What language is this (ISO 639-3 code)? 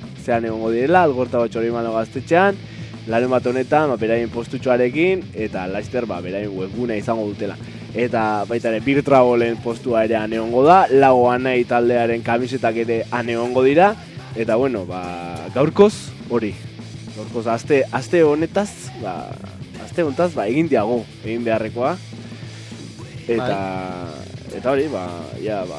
eus